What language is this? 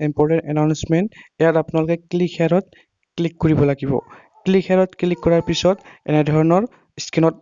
Assamese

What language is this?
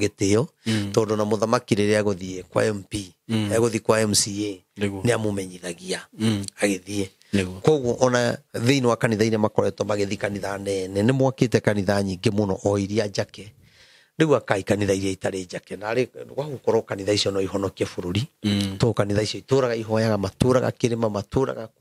Kikuyu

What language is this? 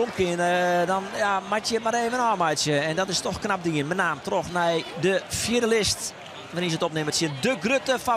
Western Frisian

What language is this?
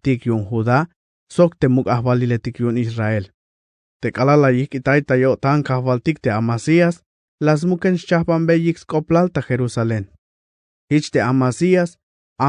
Tzeltal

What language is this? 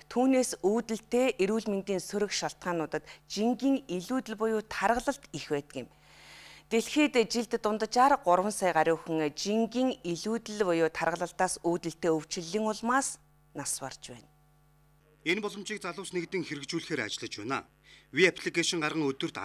Mongolian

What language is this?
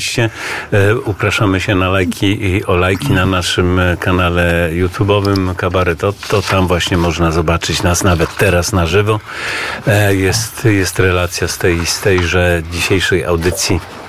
Polish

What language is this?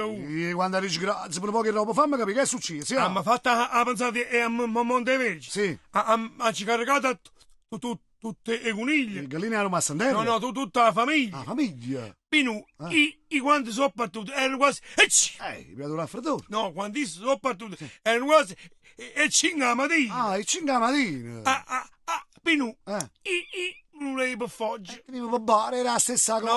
Neapolitan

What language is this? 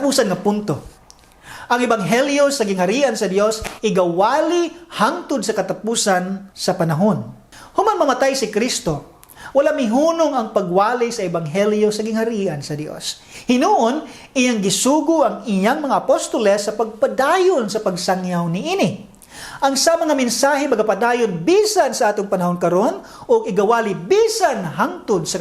Cebuano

